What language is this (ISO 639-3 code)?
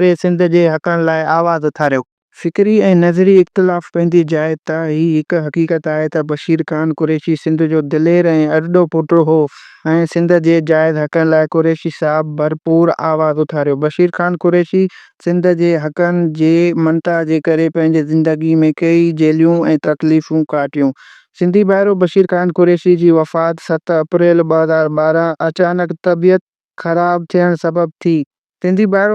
snd